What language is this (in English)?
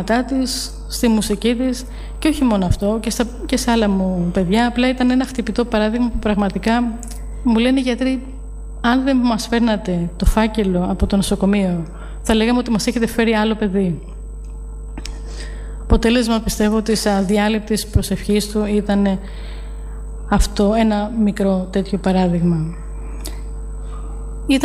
Greek